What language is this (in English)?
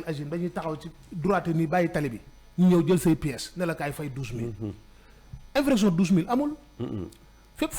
Wolof